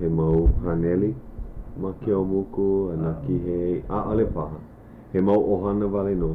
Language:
Hawaiian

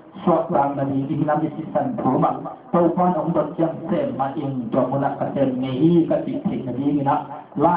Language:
Tedim Chin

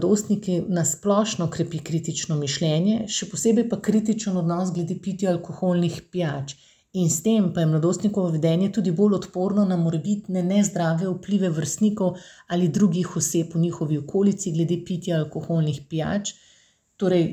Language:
Slovenian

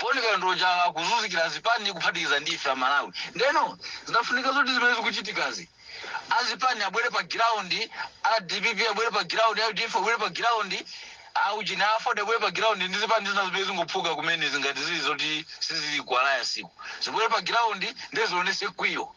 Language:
Nyanja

